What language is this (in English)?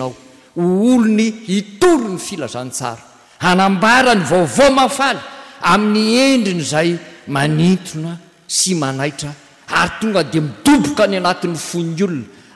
Malagasy